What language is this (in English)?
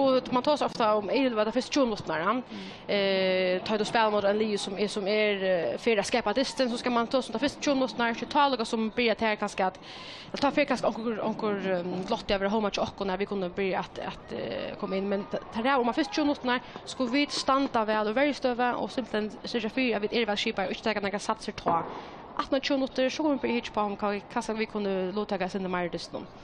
Faroese